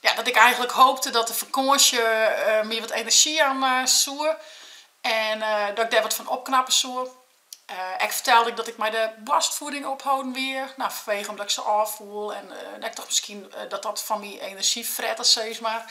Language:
Western Frisian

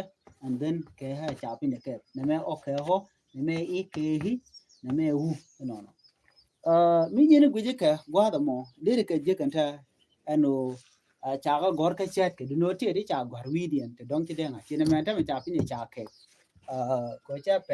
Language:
Nuer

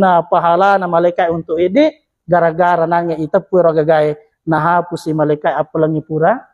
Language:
Buginese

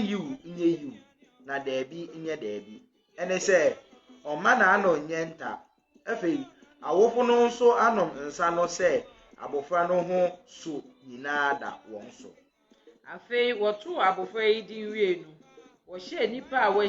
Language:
Akan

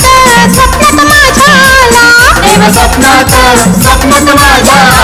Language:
Marathi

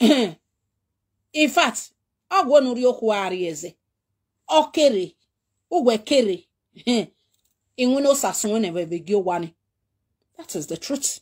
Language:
Nigerian Pidgin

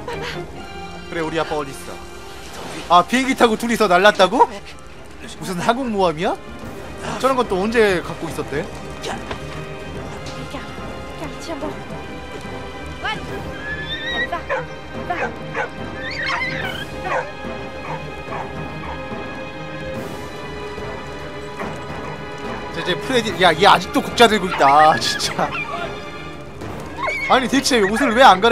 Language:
Korean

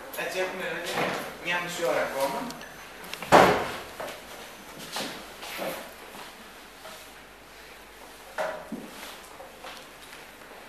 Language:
Greek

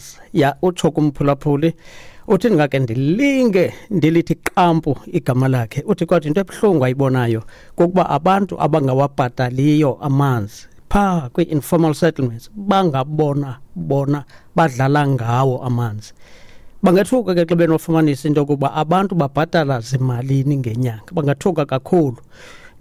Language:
Xhosa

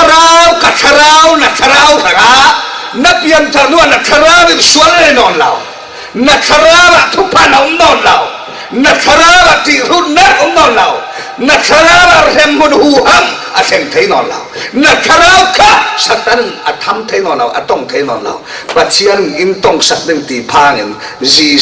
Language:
Falam Chin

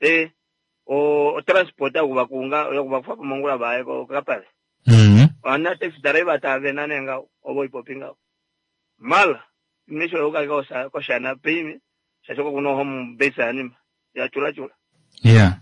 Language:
Kuanyama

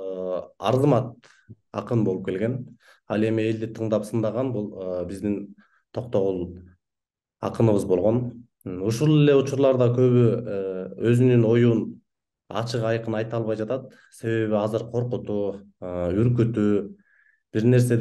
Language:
Kyrgyz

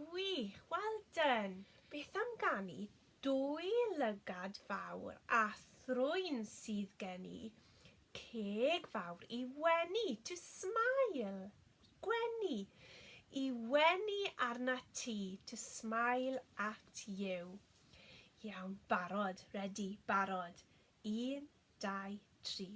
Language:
Welsh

